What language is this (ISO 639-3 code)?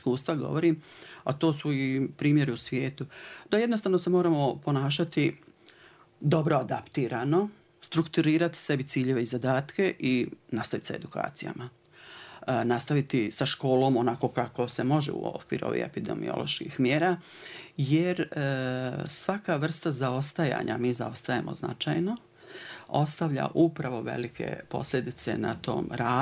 bos